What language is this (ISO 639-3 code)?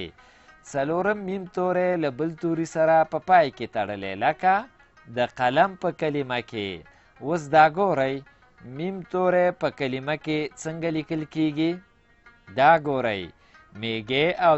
pus